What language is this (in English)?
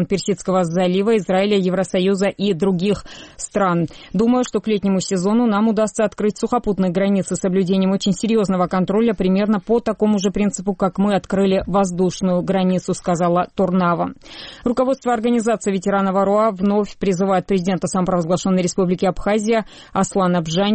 Russian